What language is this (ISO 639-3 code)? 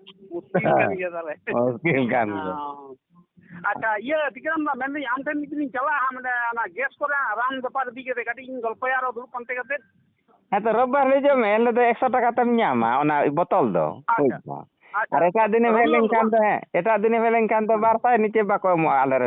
sat